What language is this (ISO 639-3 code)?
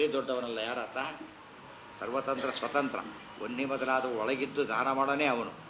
kan